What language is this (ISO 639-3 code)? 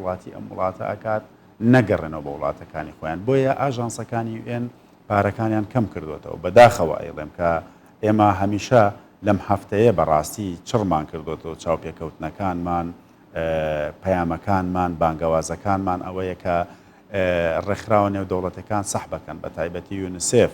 ckb